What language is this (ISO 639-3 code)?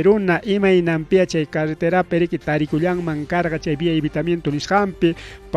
quy